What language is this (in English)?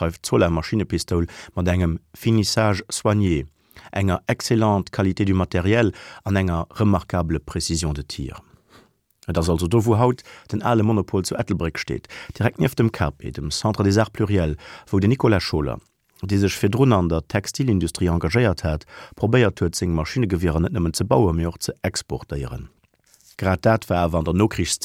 Luxembourgish